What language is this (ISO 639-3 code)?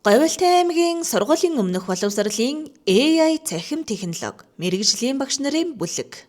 mon